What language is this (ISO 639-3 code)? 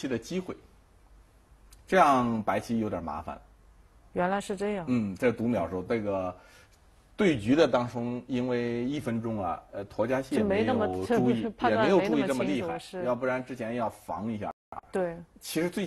zho